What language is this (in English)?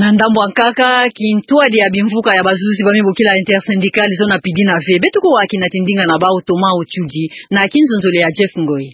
Kituba (Democratic Republic of Congo)